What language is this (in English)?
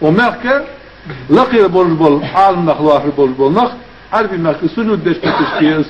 Ingush